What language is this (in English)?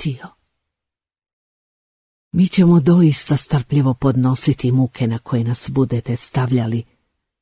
Bosnian